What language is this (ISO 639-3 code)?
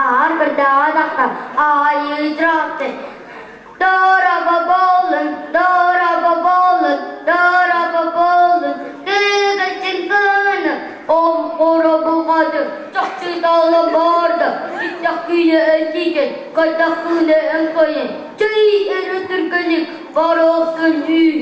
sah